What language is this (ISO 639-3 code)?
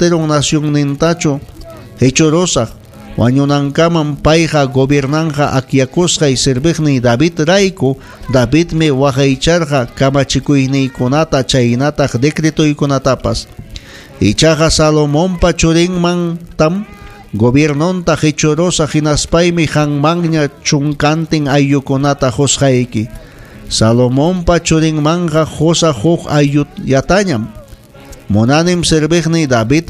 quy